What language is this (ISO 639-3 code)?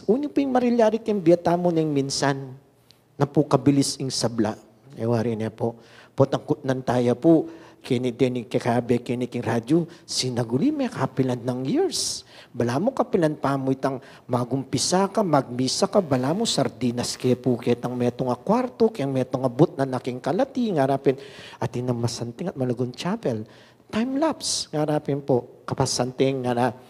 pam